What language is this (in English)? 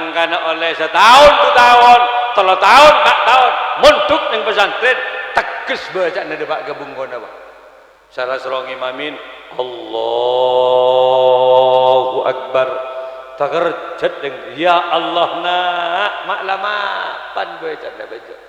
Madurese